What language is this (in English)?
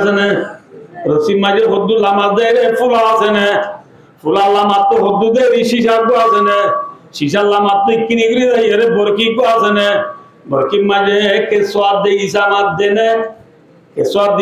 Rohingya